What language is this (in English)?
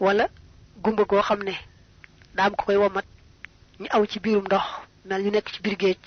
Wolof